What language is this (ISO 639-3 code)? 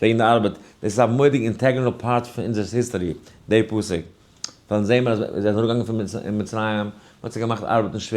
yid